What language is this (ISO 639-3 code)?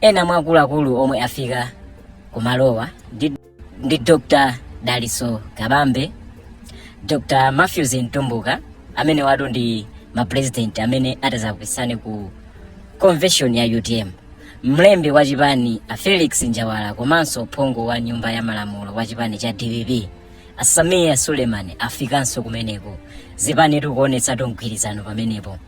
nya